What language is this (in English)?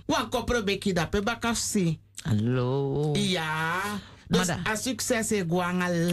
Sranan Tongo